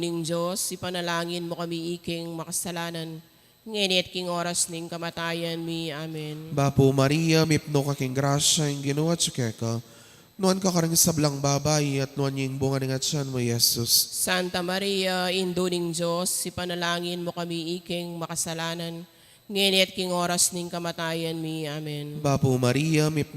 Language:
Pampanga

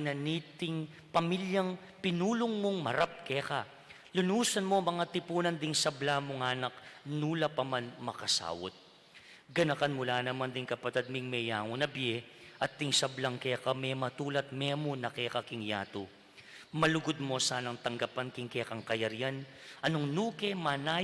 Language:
Pampanga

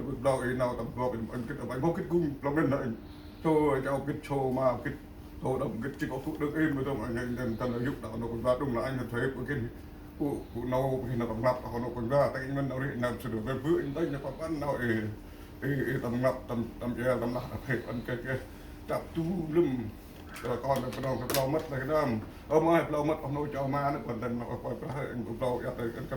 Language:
Central Mnong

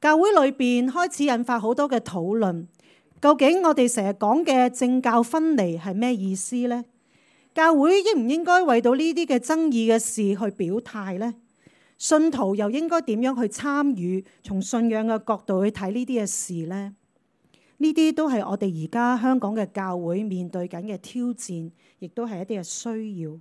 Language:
Cantonese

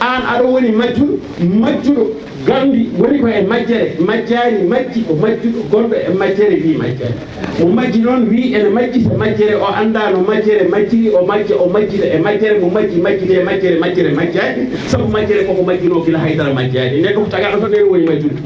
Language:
Fula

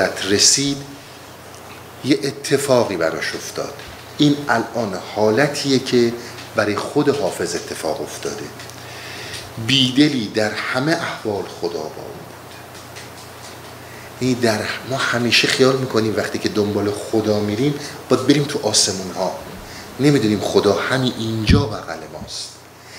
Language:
Persian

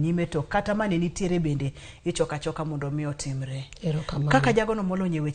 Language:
Luo (Kenya and Tanzania)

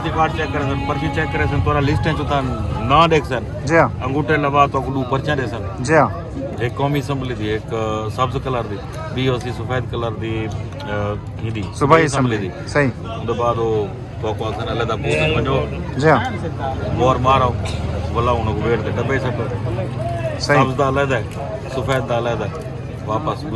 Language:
Saraiki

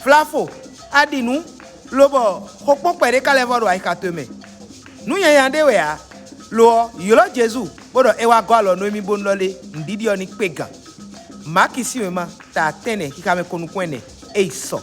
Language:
Fon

